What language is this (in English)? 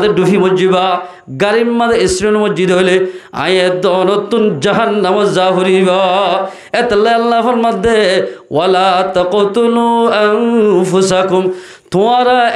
Rohingya